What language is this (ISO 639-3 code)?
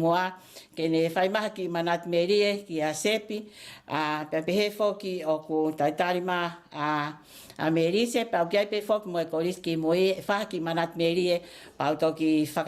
ton